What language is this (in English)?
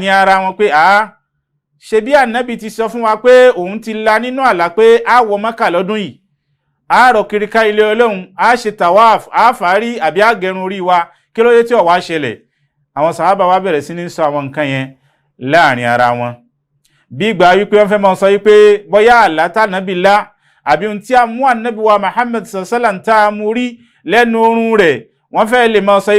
Yoruba